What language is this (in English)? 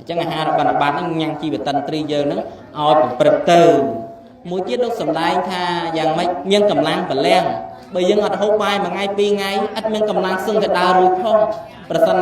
Khmer